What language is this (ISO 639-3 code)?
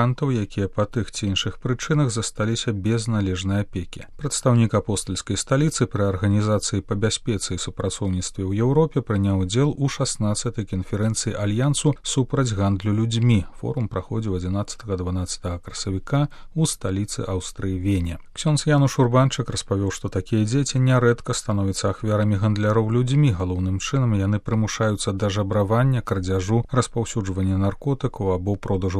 bel